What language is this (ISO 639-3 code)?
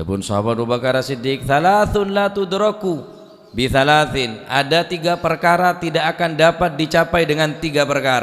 mad